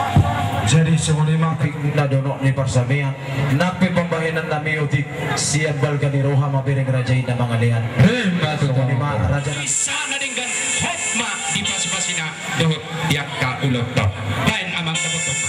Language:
Batak Toba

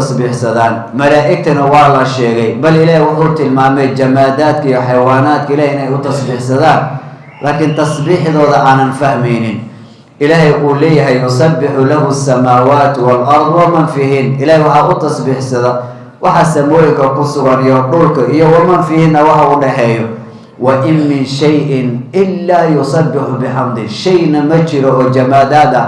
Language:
Somali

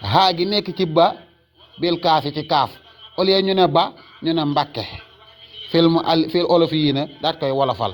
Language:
Wolof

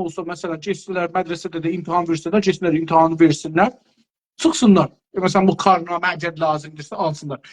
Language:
South Azerbaijani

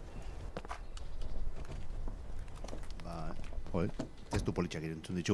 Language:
Basque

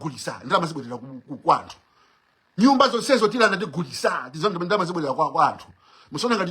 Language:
Nyanja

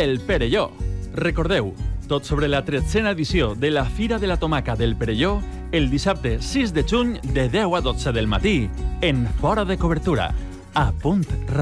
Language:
Catalan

